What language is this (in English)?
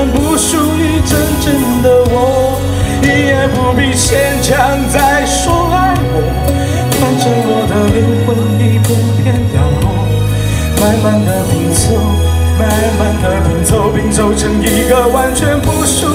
Chinese